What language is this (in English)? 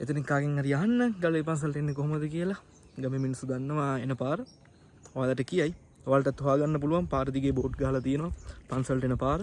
Sinhala